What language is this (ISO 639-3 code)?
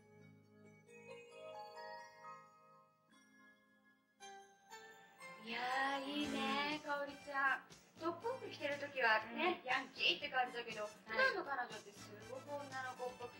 jpn